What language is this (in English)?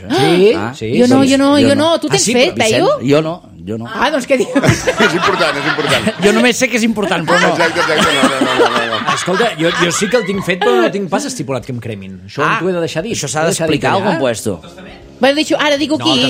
Catalan